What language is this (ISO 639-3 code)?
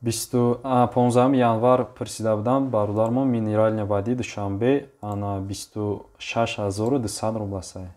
tgk